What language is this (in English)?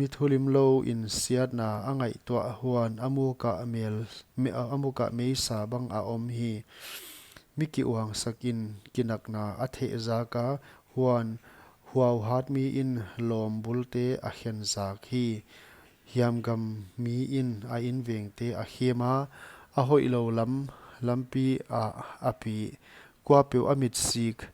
Paite Chin